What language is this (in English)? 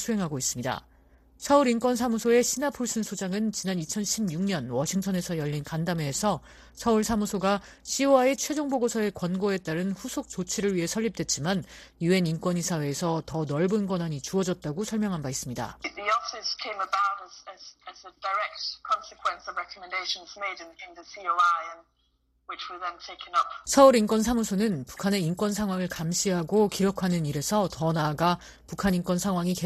Korean